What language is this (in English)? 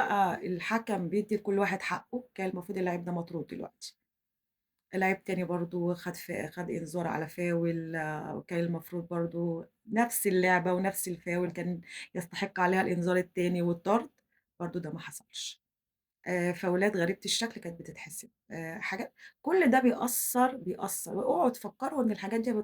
Egyptian Arabic